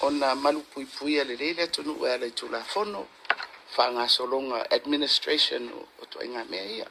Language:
Samoan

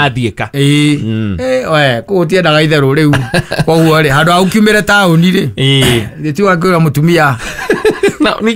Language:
Kikuyu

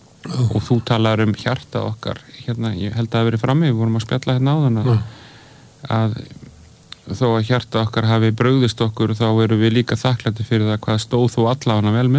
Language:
Icelandic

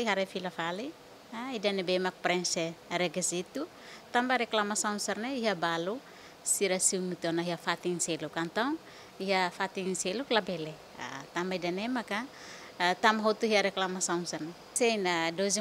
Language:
Tetum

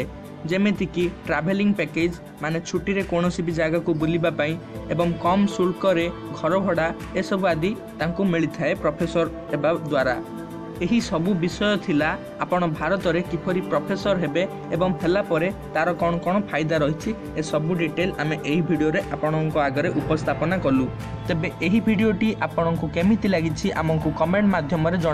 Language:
Odia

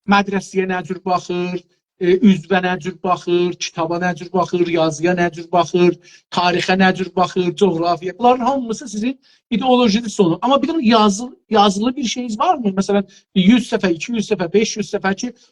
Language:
South Azerbaijani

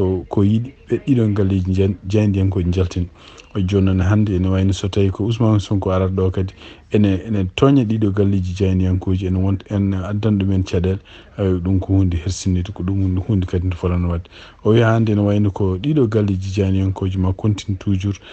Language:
Fula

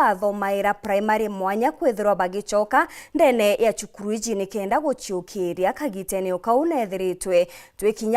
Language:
Meru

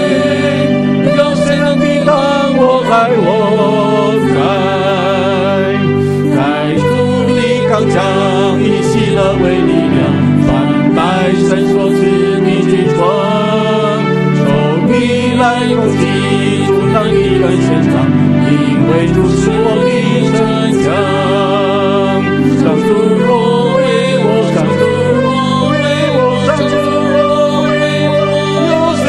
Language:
Chinese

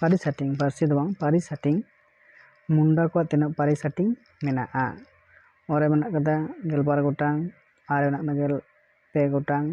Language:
Santali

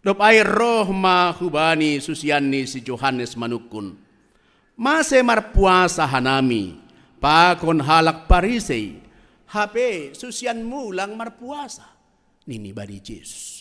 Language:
Batak Simalungun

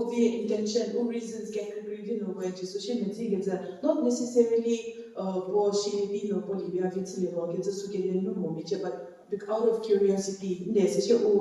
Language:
Angami Naga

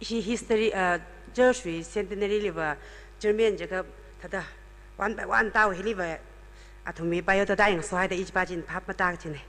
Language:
Tangkhul Naga (India)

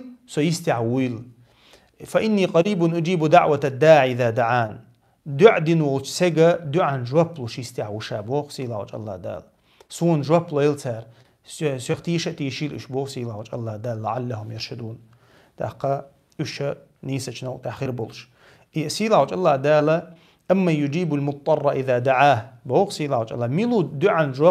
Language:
Chechen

